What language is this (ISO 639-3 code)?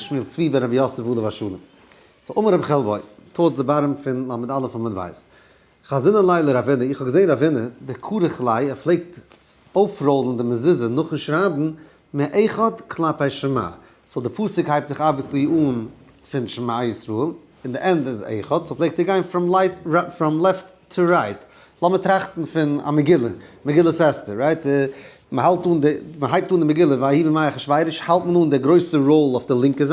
yid